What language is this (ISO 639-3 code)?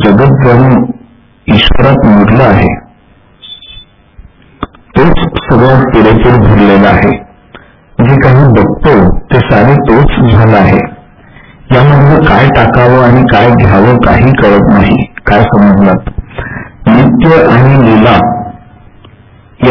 mar